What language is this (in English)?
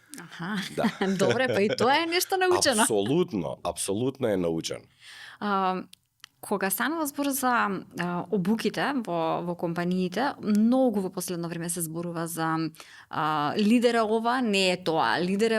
Macedonian